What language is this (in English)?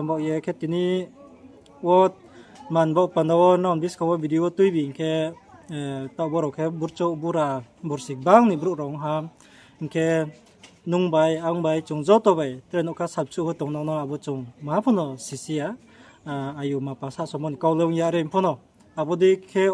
Riang (India)